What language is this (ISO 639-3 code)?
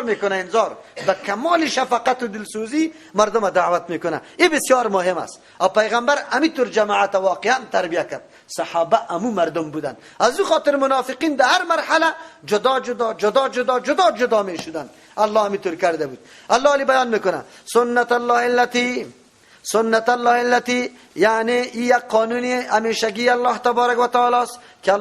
fas